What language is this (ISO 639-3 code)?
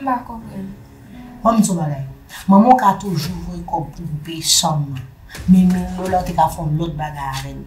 hat